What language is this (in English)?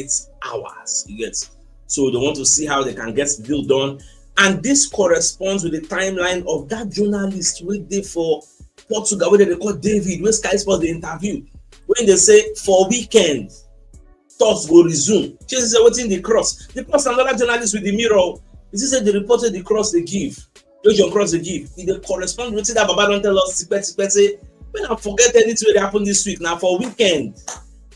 Nigerian Pidgin